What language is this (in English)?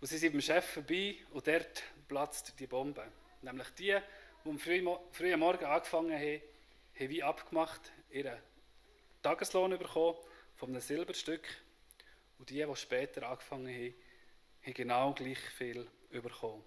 Swiss German